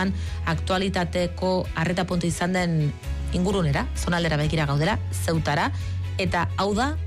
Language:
Basque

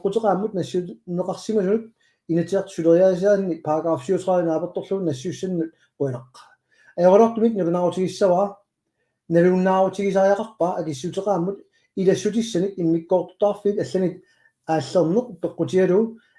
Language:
Kalaallisut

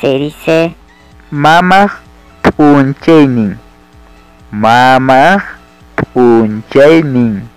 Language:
Ayacucho Quechua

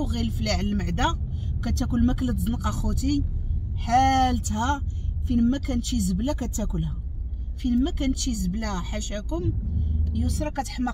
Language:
Moroccan Arabic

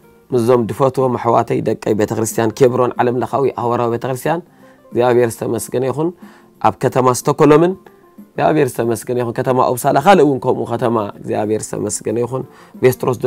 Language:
Tigrinya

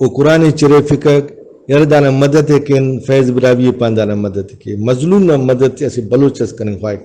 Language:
Brahui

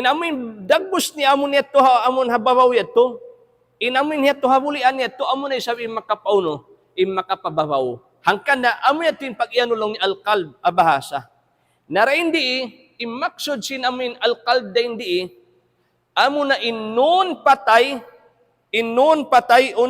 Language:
Tausug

